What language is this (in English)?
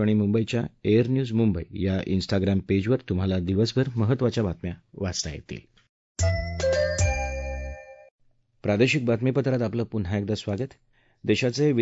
Marathi